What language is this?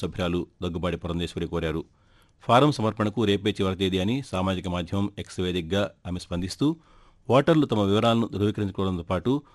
Telugu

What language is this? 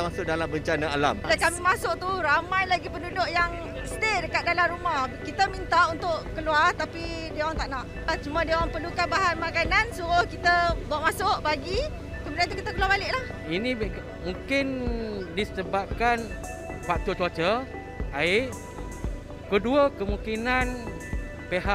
Malay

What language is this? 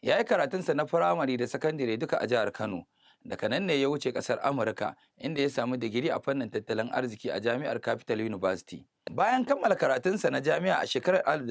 Hausa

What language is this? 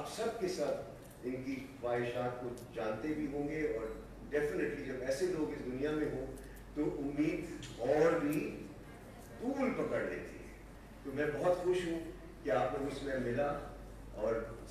Urdu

